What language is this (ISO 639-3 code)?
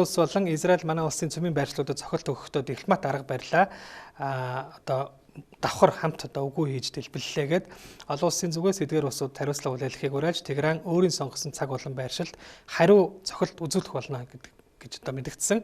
mon